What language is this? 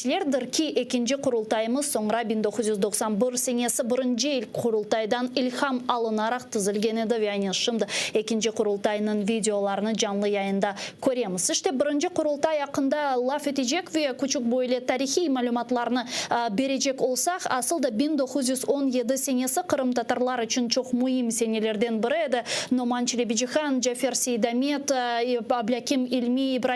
Crimean Tatar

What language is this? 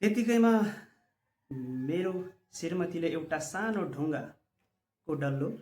Nepali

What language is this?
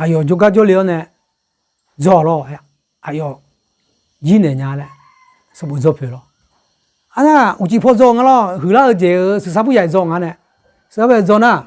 Akha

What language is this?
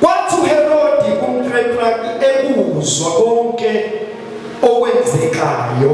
Zulu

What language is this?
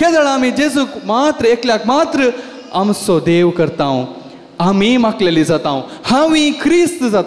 Konkani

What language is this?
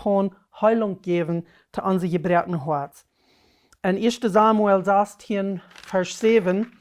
Plautdietsch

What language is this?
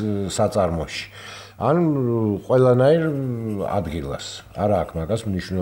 Georgian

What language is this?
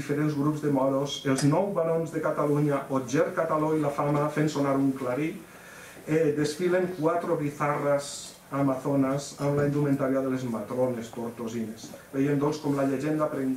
Catalan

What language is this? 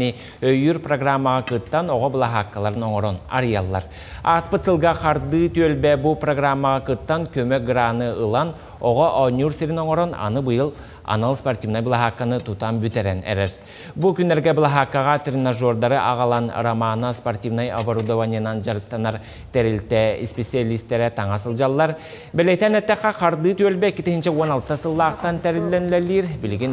Yakut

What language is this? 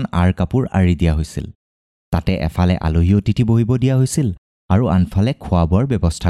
Assamese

